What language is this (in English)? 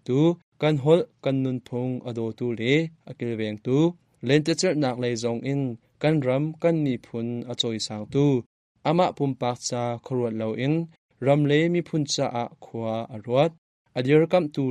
Hakha Chin